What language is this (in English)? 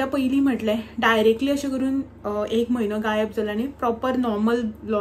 Konkani